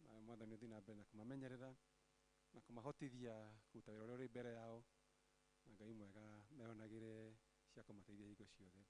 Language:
Kikuyu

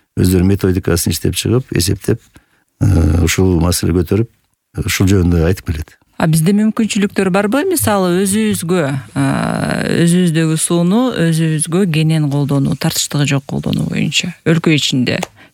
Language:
Kyrgyz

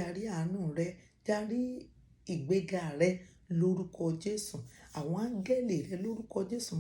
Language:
Yoruba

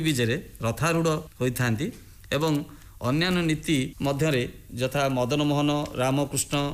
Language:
Odia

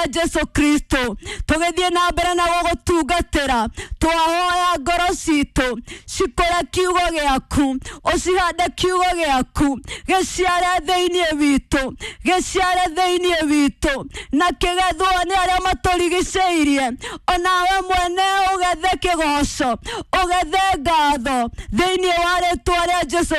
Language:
Kikuyu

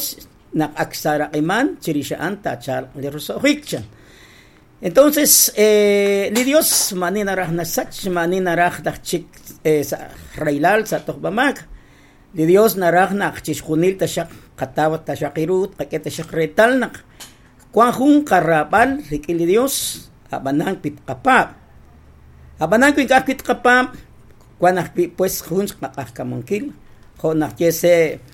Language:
Kekchí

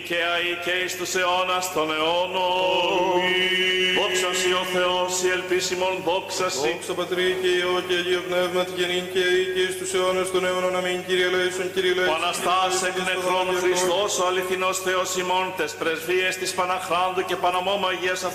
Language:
Greek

